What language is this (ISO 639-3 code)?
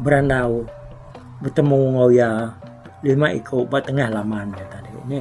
iba